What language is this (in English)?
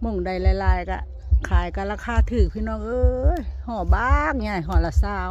Northeastern Thai